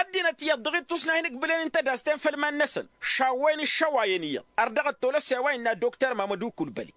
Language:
Tamasheq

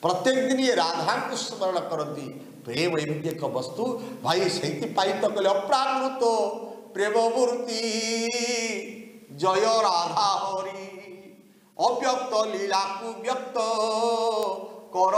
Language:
Odia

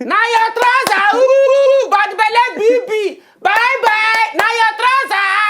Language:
Nigerian Pidgin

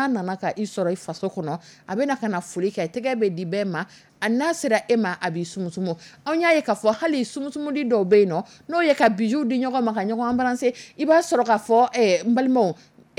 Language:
Dyula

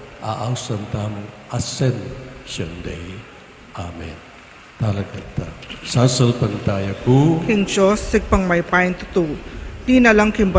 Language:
Pampanga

